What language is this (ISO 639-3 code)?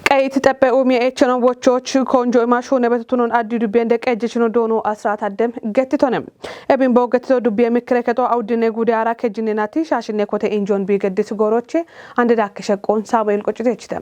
kbr